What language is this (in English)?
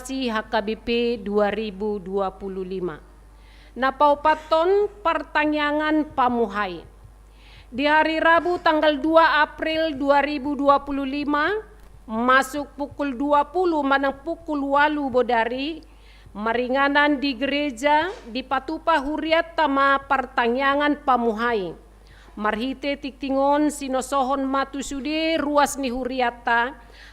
Batak Toba